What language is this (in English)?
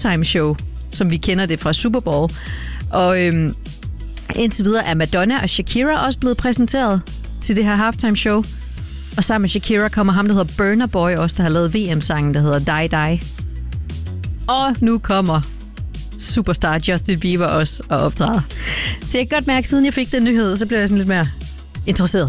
Danish